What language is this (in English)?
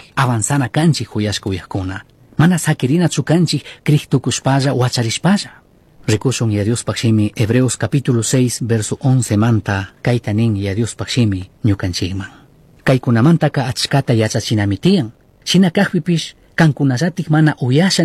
Chimborazo Highland Quichua